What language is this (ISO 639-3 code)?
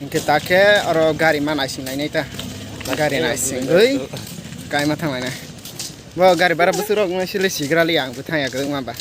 trp